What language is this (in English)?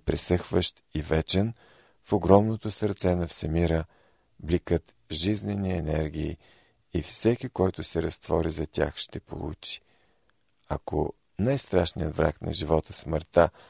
Bulgarian